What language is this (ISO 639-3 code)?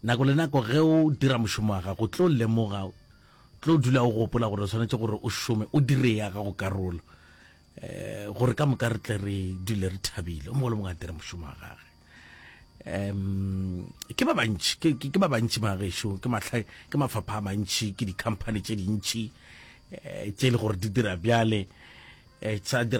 nso